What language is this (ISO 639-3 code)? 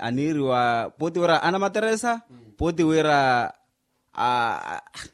vmw